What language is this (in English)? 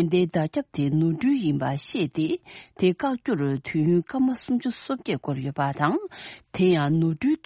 Tibetan